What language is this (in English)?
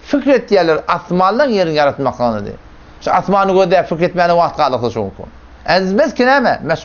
Turkmen